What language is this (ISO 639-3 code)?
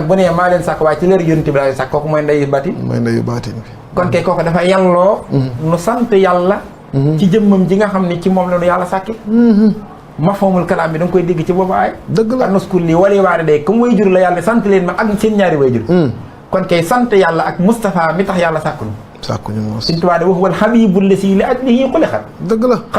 wol